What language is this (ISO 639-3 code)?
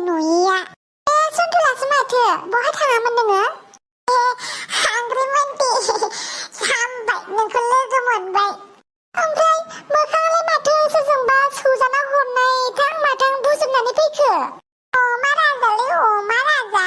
brx